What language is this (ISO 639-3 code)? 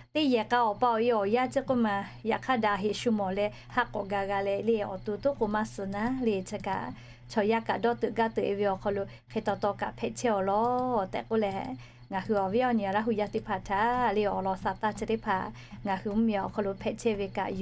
lhu